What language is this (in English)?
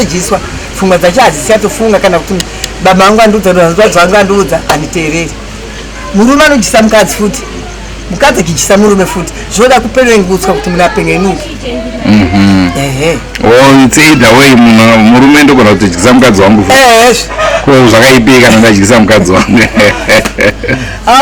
Shona